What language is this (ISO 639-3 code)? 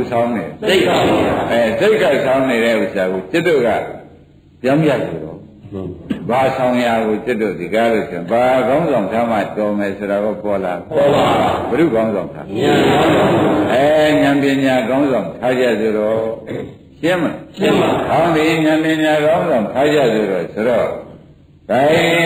mya